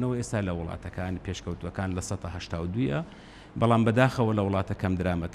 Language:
Central Kurdish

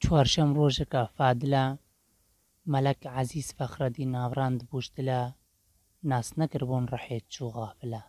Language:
Kurdish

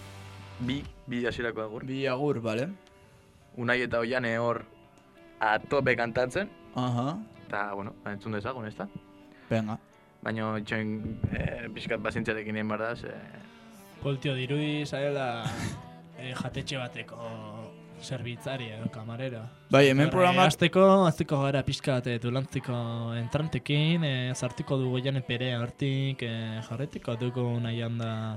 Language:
Basque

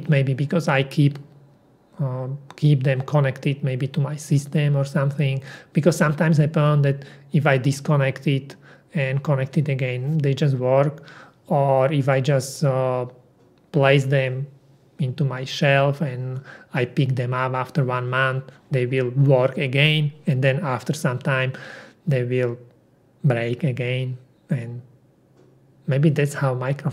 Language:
English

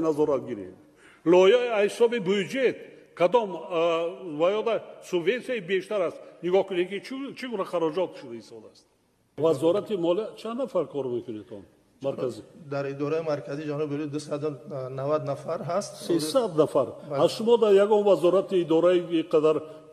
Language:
Tajik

